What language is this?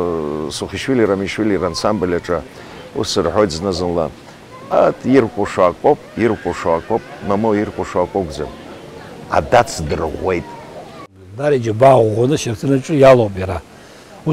Abkhazian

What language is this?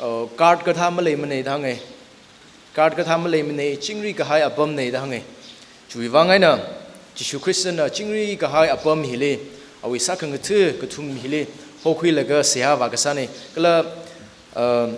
Tangkhul Naga (India)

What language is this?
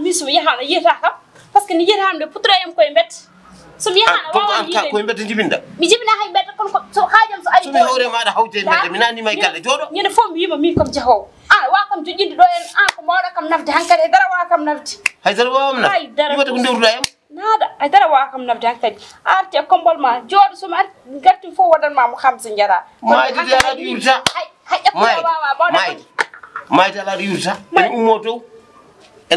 Fula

